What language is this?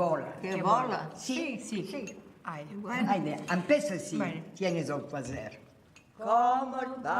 Ladino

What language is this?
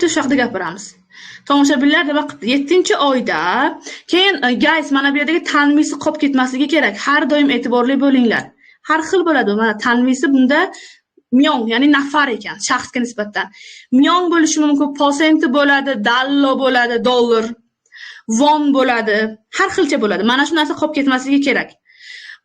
Uzbek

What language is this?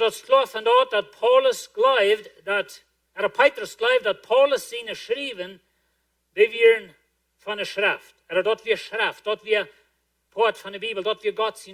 Plautdietsch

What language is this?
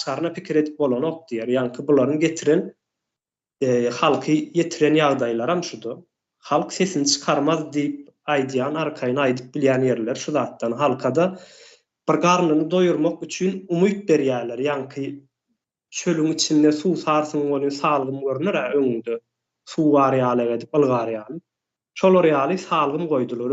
Turkmen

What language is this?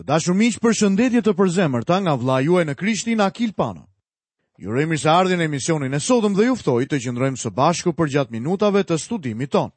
Albanian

